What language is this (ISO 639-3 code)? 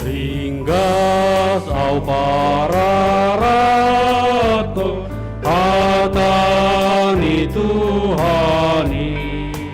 bts